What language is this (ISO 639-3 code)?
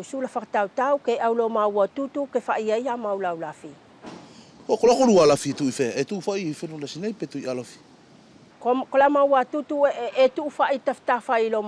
fud